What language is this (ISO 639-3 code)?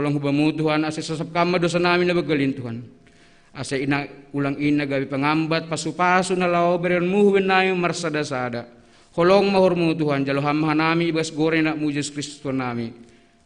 bts